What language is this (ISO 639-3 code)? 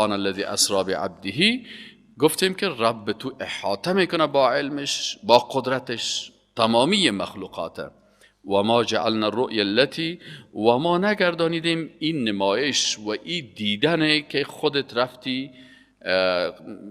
fas